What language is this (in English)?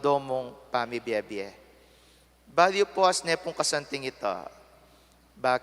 Pampanga